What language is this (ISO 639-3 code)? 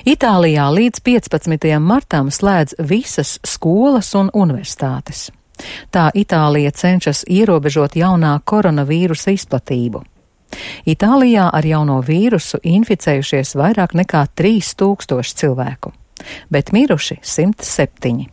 lav